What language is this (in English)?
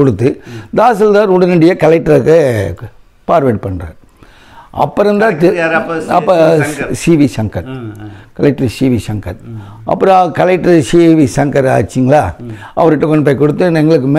Tamil